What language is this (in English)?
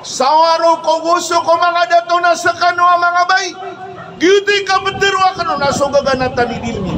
Maranao